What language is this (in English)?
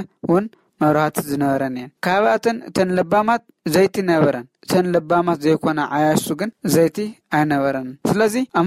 Tigrinya